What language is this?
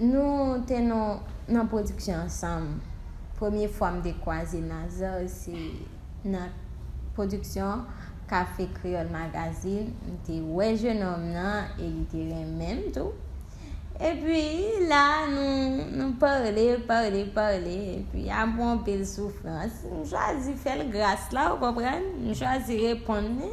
Haitian Creole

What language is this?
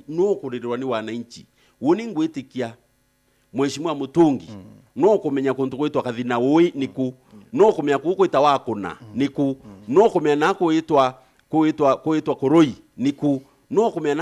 Meru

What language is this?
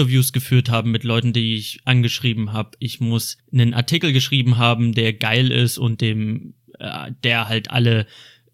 German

